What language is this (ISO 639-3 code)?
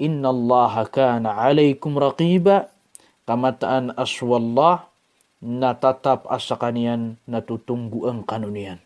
mrw